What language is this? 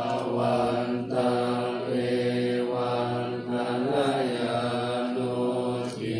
Pali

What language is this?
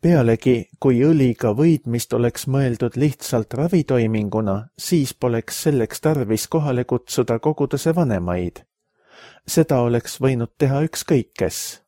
Estonian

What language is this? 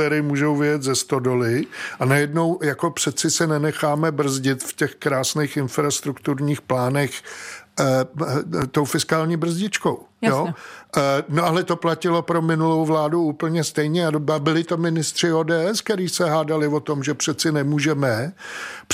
Czech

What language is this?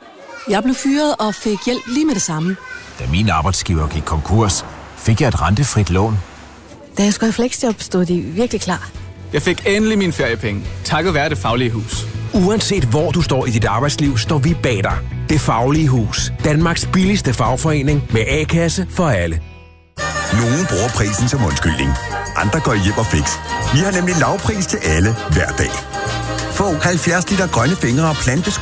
Danish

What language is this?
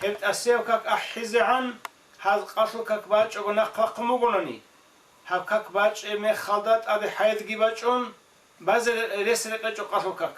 Avaric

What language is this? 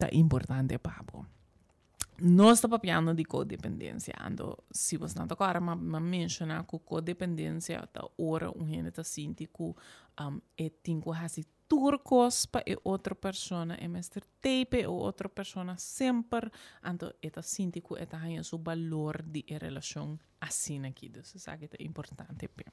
Papiamento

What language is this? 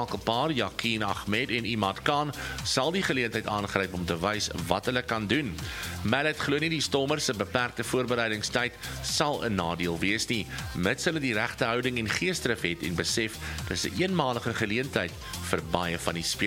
Afrikaans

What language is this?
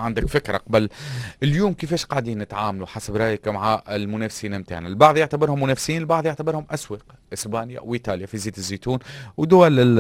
Tunisian Arabic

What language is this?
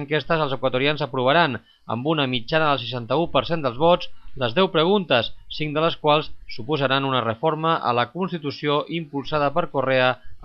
Catalan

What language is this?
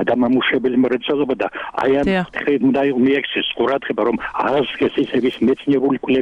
Georgian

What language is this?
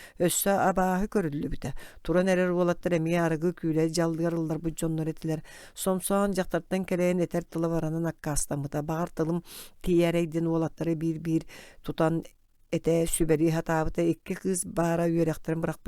Yakut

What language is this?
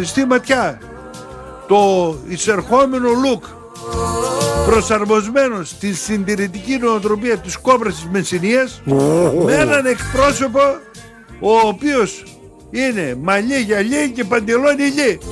Greek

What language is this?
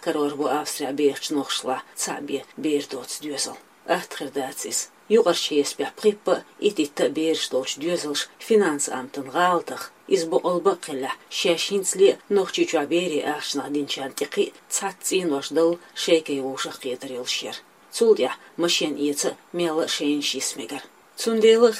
Chechen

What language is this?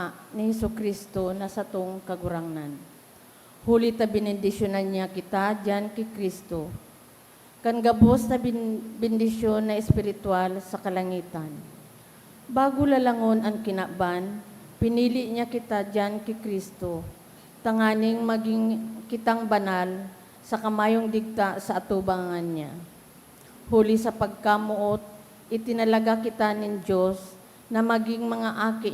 Bikol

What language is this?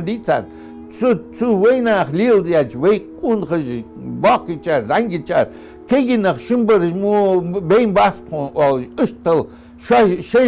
Ingush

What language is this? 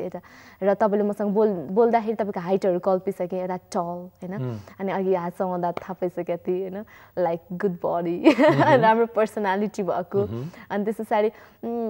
Nepali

